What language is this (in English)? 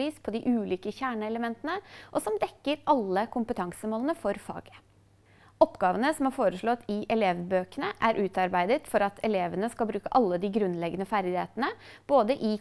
Norwegian